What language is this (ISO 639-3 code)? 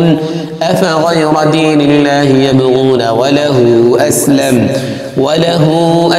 ara